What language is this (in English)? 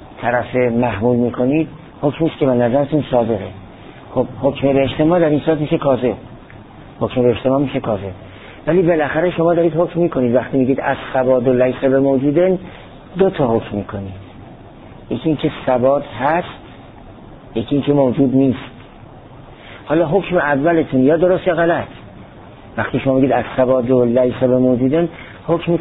Persian